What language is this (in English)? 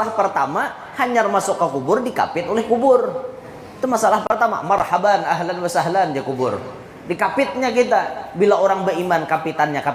Banjar